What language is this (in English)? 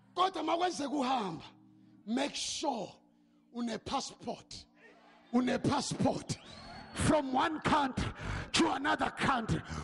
Zulu